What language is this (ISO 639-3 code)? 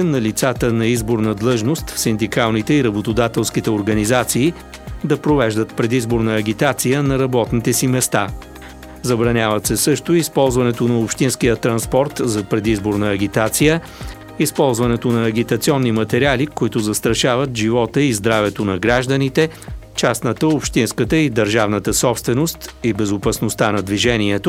bul